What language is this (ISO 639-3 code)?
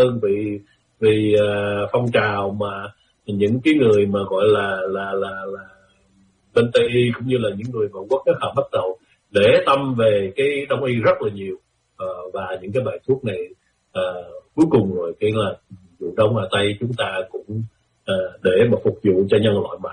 vie